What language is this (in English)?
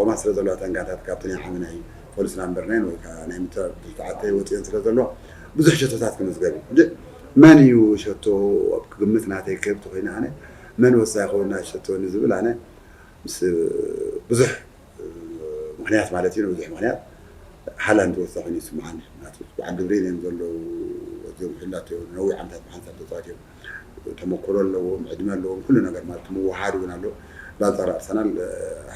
Tigrinya